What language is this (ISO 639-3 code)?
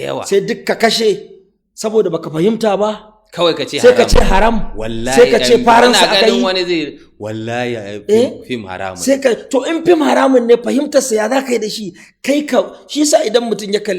hau